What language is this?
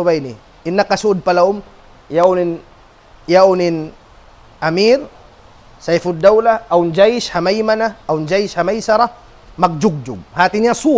Tausug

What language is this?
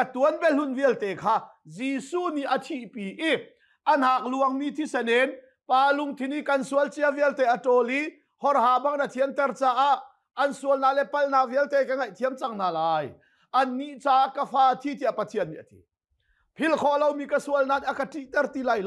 Hakha Chin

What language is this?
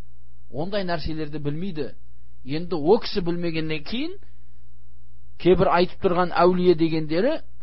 Kazakh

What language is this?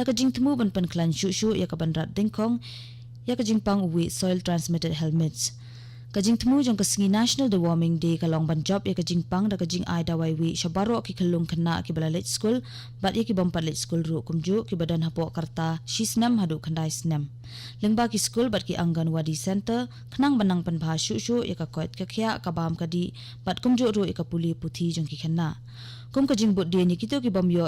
Khasi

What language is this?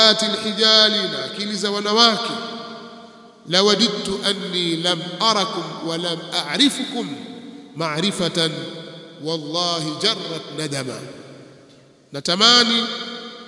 Swahili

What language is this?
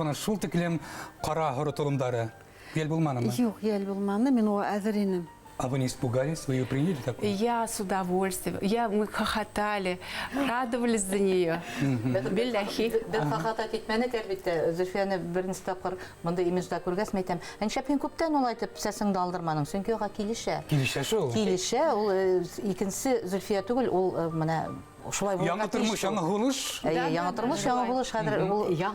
Bashkir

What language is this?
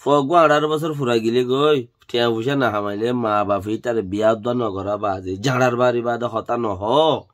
Rohingya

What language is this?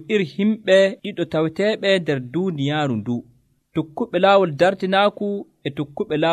Nigerian Fulfulde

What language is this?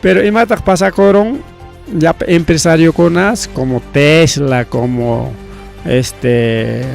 Ayacucho Quechua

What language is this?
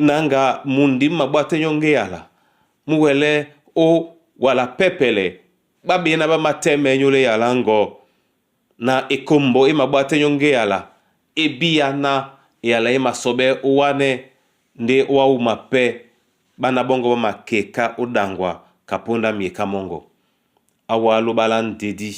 Duala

